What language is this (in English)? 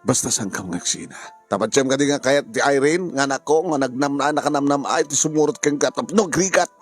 Iloko